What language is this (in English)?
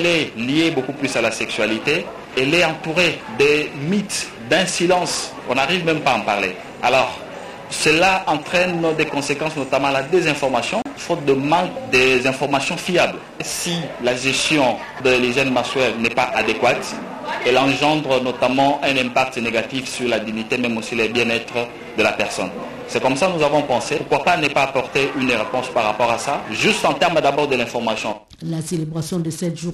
French